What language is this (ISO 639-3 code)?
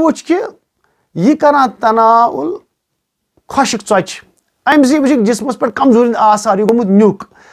kas